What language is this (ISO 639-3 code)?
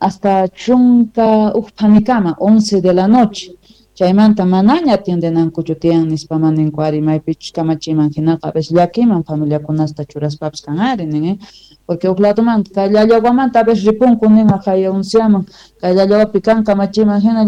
quh